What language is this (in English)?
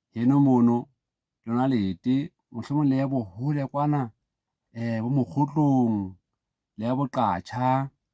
Southern Sotho